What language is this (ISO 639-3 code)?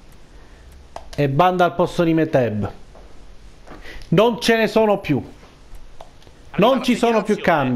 ita